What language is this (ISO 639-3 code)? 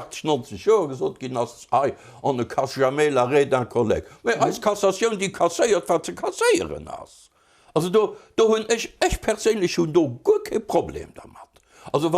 ltz